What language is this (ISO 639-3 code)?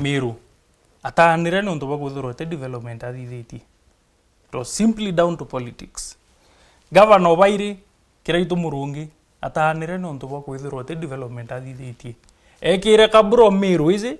mer